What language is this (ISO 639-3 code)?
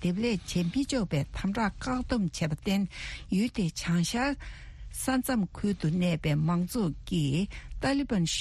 bod